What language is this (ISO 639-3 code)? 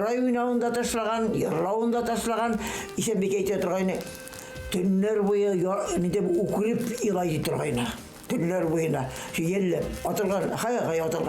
bak